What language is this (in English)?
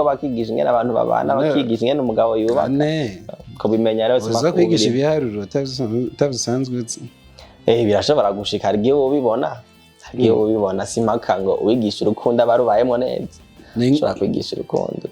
Rundi